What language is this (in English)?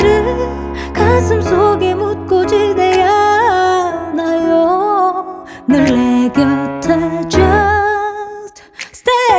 Korean